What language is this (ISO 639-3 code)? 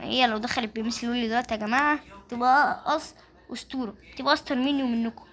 arz